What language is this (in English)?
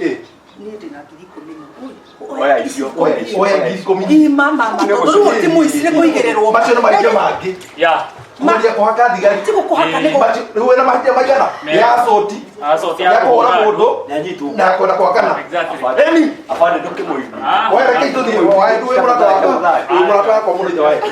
Kikuyu